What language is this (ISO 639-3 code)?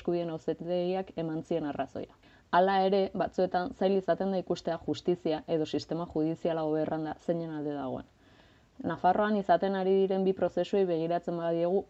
eus